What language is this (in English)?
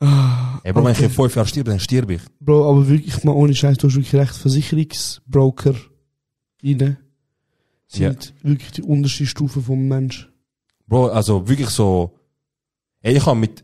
Swiss German